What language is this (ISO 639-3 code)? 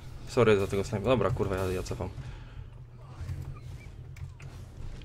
pol